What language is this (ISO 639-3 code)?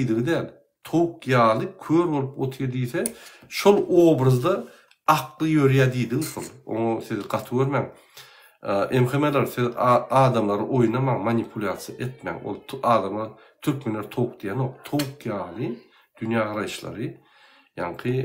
tuk